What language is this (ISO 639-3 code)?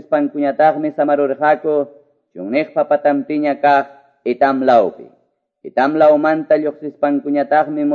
que